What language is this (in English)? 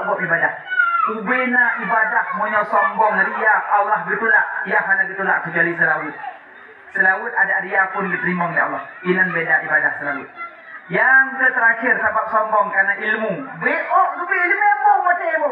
Achinese